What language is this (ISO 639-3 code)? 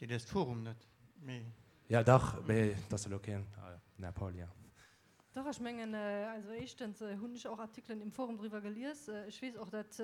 ltz